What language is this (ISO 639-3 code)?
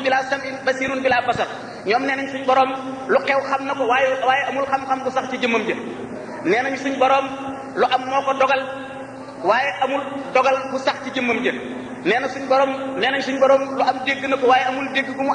wol